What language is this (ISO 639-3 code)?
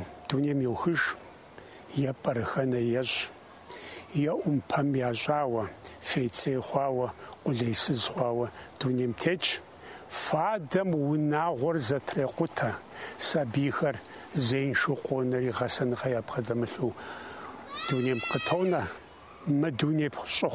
kbd